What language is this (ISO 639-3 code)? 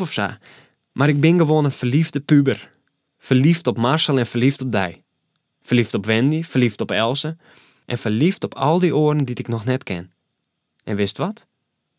fry